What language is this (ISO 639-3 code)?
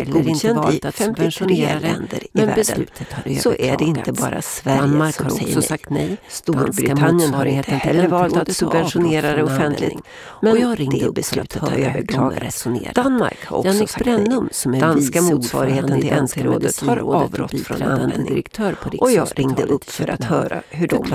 swe